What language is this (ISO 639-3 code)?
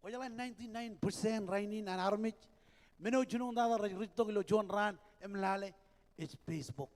mah